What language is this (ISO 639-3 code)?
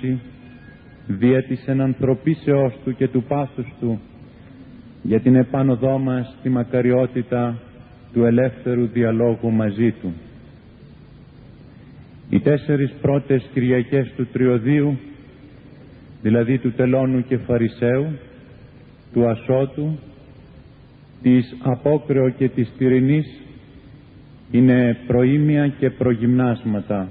ell